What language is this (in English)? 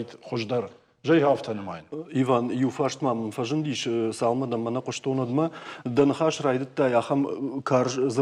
Ossetic